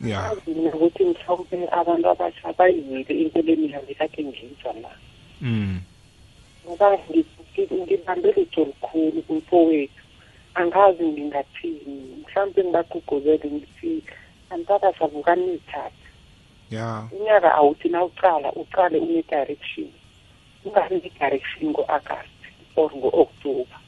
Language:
South Ndebele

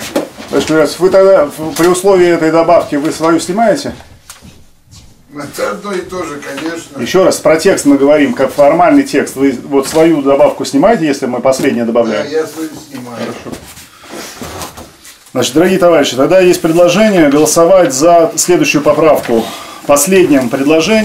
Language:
Russian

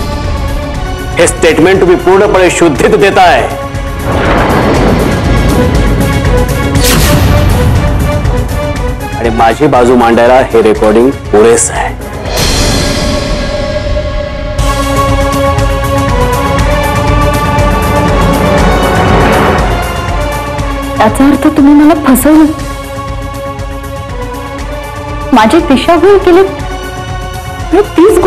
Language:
Marathi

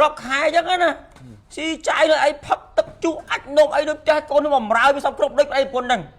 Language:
Khmer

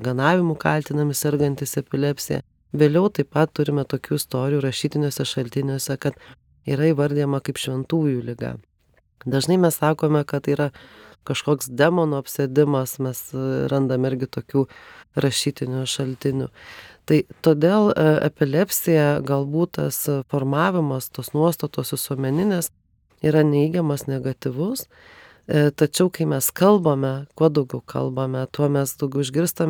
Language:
Lithuanian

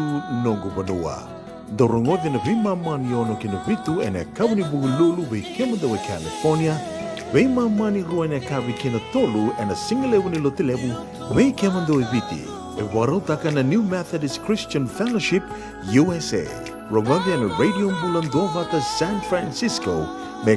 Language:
Fijian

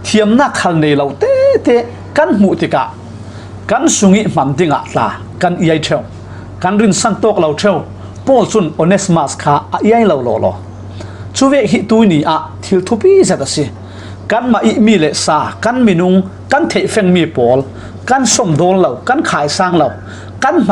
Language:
Falam Chin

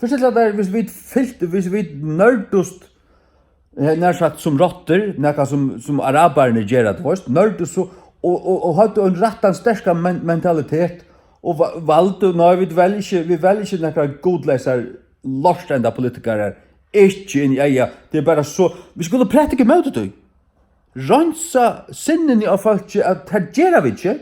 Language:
Faroese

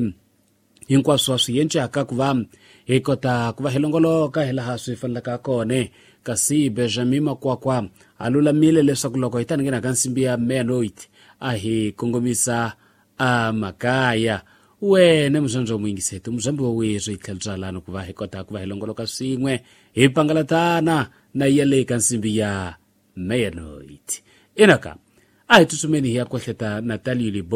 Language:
Tsonga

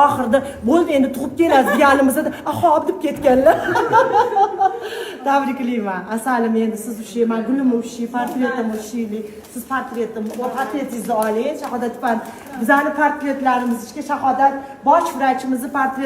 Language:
Uzbek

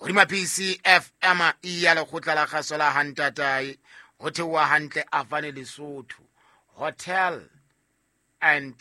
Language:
Southern Sotho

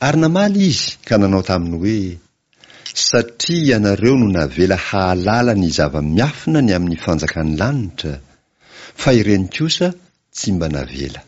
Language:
Malagasy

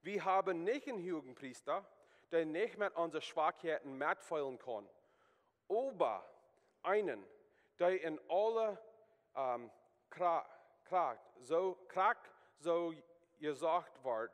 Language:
Plautdietsch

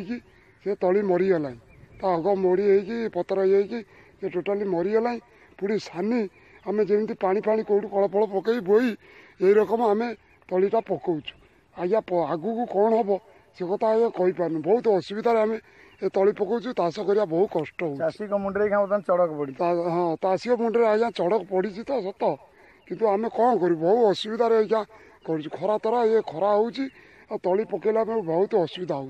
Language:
Odia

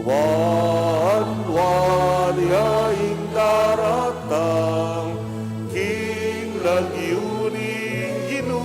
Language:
Pampanga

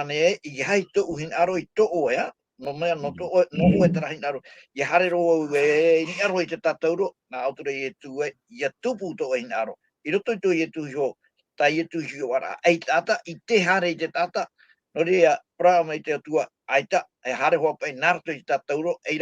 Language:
Tahitian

